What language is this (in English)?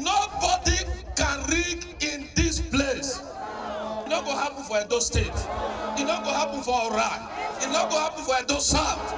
Nigerian Pidgin